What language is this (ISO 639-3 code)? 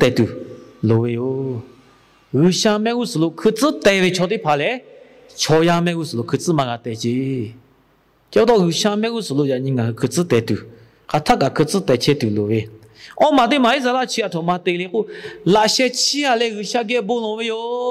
lhu